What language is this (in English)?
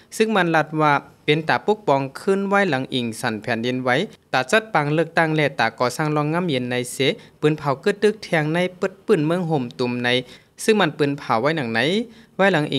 Shan